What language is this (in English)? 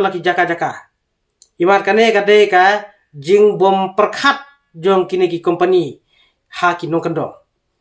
Khasi